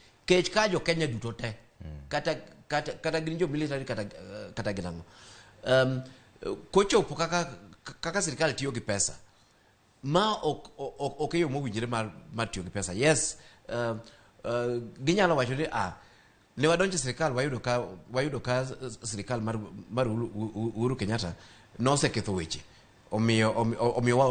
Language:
Luo (Kenya and Tanzania)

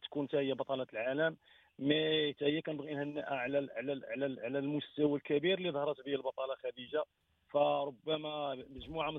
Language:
Moroccan Arabic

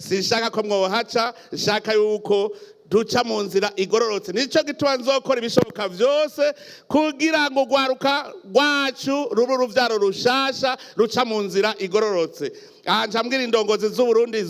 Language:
Rundi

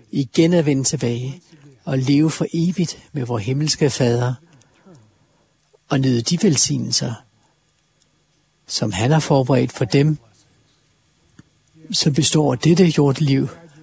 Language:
Danish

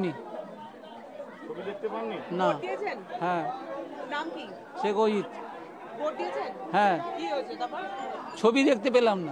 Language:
Bangla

